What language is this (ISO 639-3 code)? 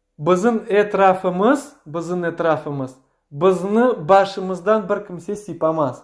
crh